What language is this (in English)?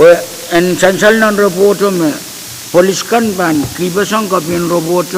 Pohnpeian